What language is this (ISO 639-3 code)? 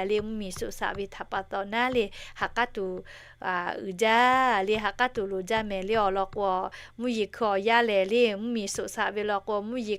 lhu